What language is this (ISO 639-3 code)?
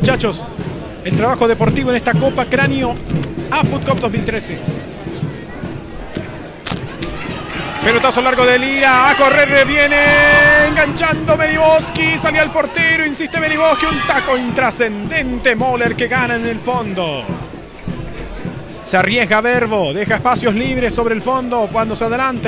spa